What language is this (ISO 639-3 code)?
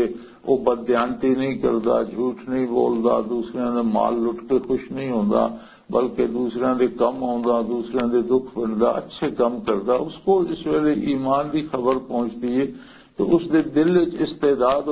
lah